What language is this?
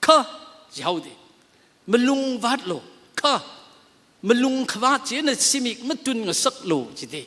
Tangkhul Naga (India)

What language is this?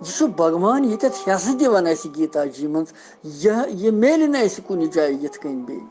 Kashmiri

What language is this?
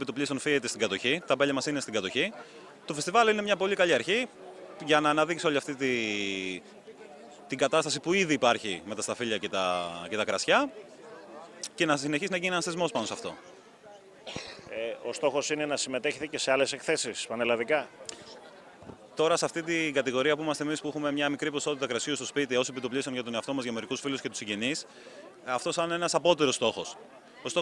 Greek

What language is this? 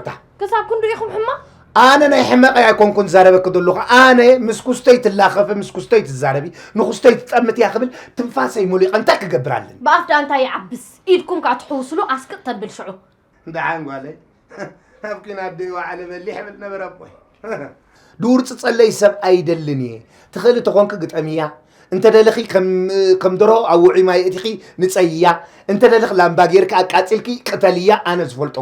Tigrinya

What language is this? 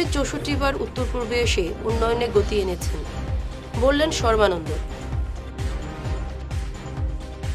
Bangla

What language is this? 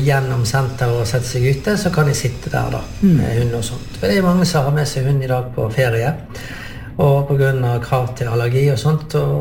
Norwegian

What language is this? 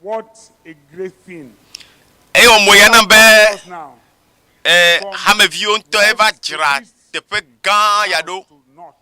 Ewe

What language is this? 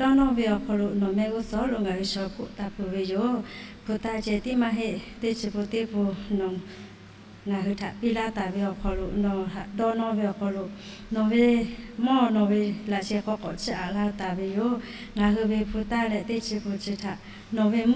Lahu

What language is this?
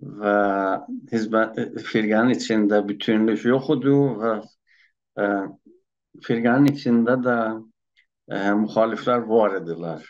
South Azerbaijani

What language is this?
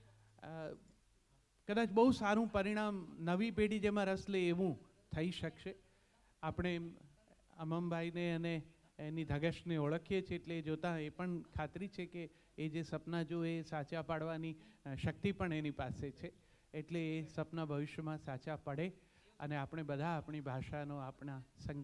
Gujarati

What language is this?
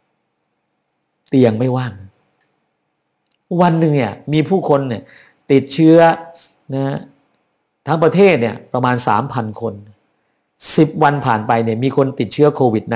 Thai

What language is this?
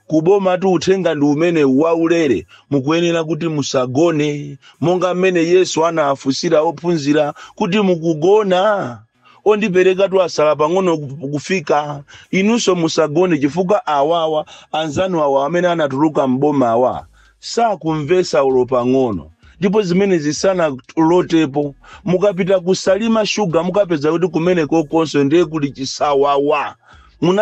Nyanja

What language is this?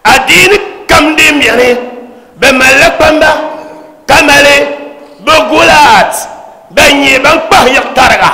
Dagbani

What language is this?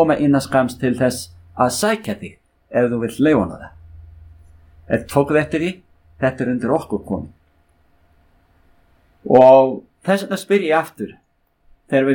Icelandic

